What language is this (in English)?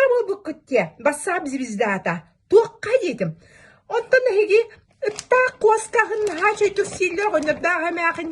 Yakut